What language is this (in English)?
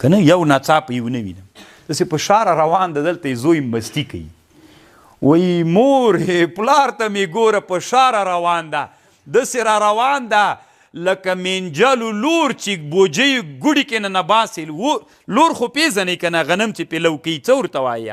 Pashto